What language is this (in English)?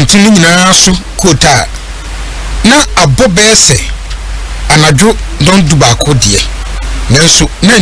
Akan